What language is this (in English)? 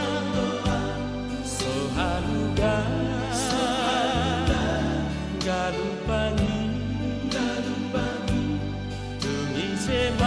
Batak Toba